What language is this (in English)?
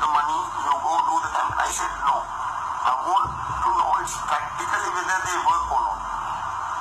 English